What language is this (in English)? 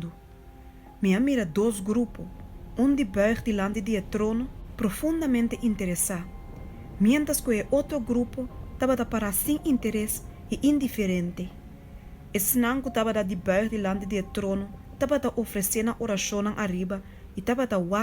Papiamento